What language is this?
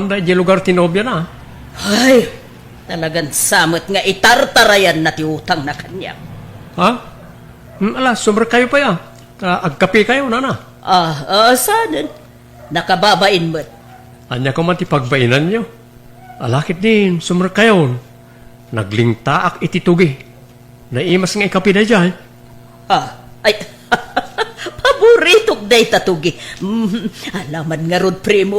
Iloko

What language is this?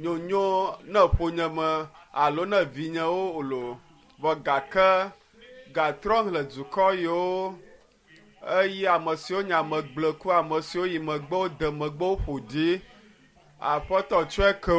Ewe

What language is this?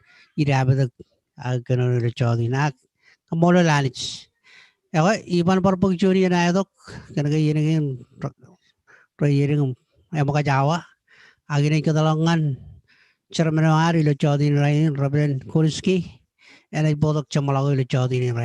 Marshallese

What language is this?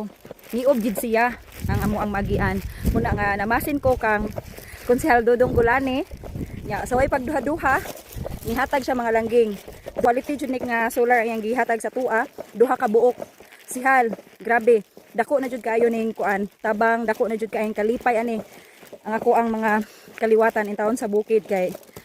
Cebuano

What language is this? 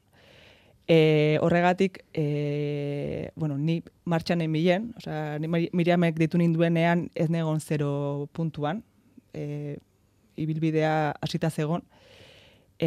Basque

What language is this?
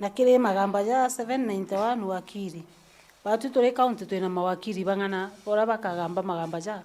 Meru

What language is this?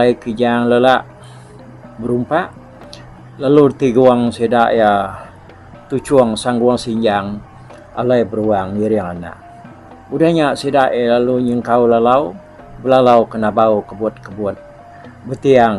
Iban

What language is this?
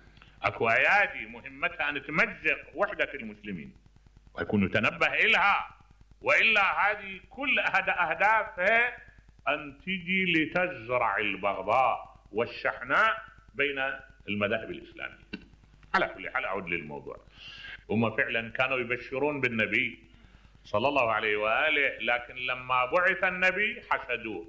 Mesopotamian Arabic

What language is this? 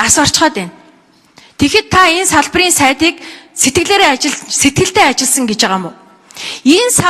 Mongolian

